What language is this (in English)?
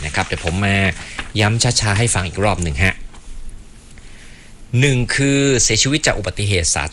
Thai